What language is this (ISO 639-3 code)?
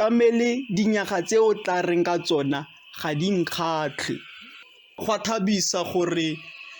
tsn